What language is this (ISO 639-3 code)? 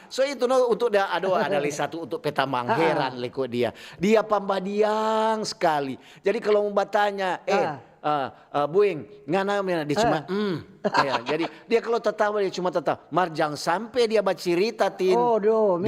xmm